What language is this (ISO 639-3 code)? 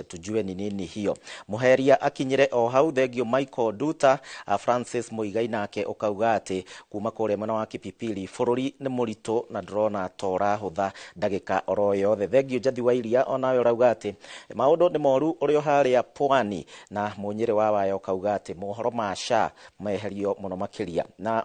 kik